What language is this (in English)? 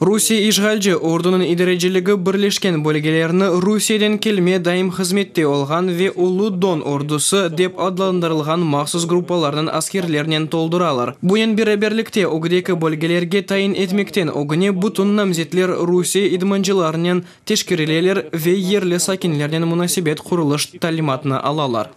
Crimean Tatar